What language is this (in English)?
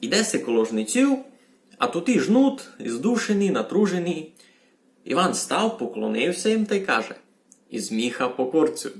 Rusyn